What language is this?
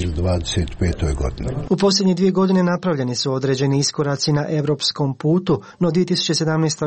Croatian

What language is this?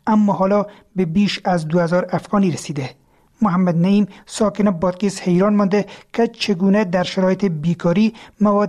Persian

